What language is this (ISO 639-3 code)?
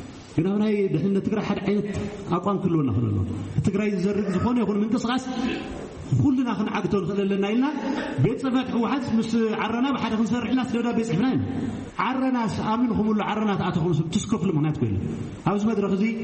tir